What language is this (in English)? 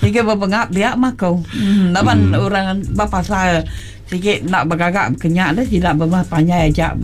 Iban